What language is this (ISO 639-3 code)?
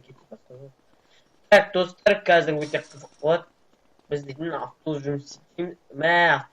kaz